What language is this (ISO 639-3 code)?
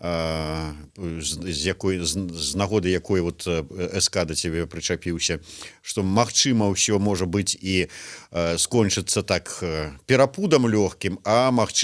bel